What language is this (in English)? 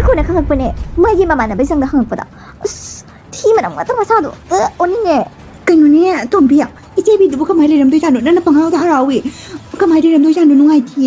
Manipuri